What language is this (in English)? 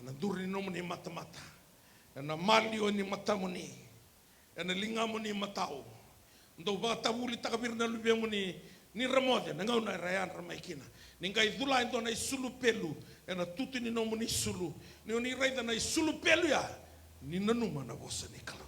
Fijian